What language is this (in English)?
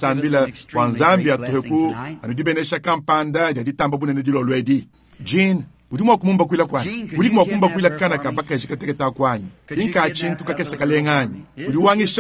Luba-Lulua